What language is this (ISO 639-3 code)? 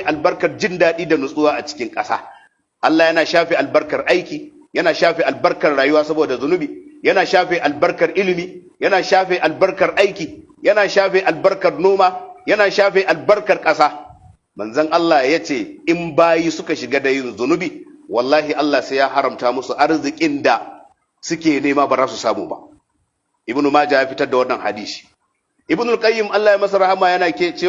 hau